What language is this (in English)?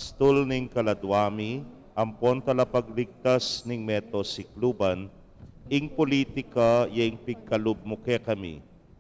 Pampanga